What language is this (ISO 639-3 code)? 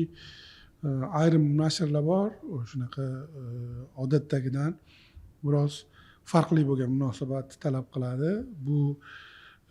uzb